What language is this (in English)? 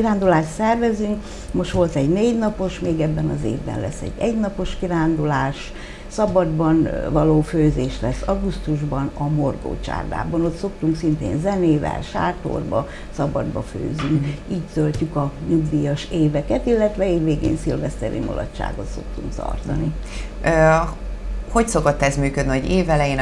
Hungarian